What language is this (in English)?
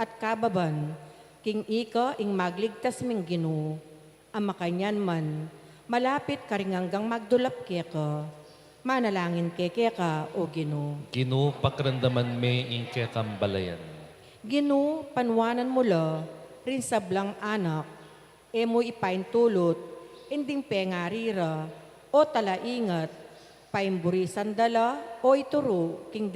Pampanga